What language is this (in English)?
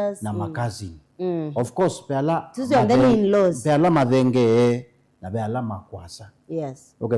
Kamba